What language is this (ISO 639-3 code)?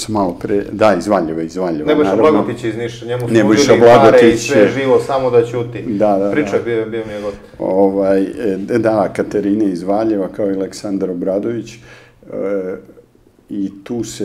srp